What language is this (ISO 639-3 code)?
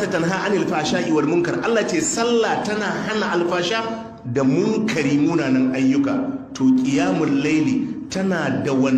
hau